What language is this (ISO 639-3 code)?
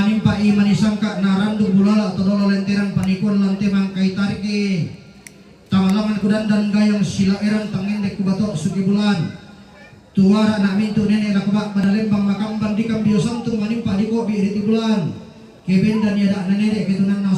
sda